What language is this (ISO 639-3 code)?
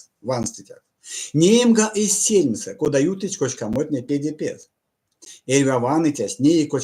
myv